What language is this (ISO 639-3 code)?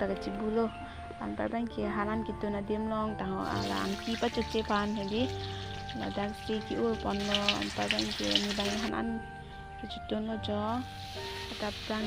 mjw